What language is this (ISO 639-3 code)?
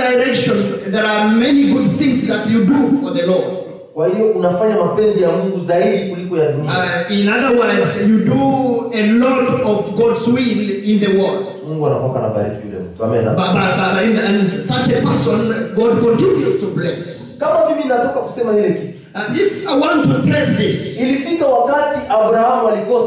swa